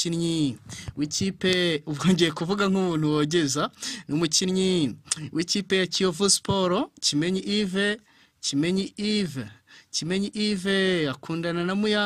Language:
Kinyarwanda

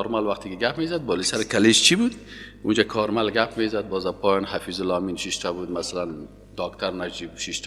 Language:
Persian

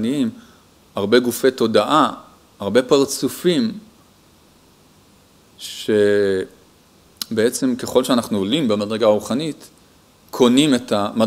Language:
Hebrew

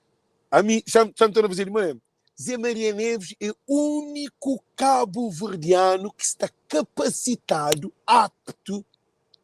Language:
Kabuverdianu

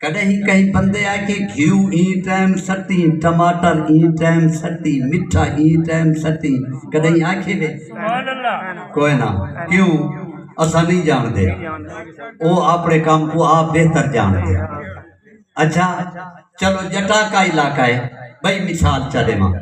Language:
Saraiki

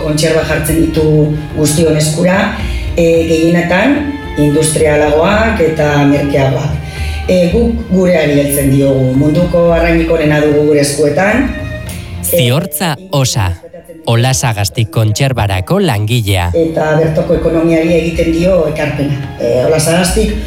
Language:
Basque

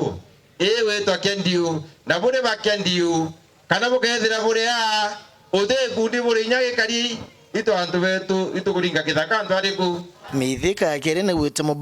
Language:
Meru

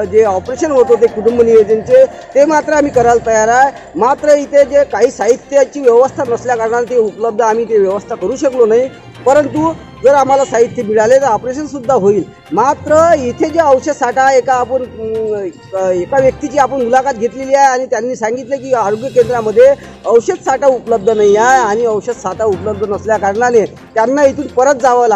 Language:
Marathi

